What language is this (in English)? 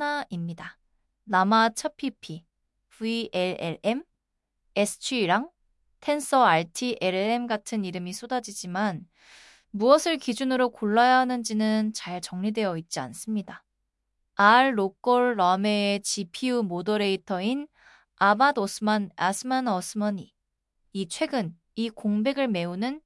Korean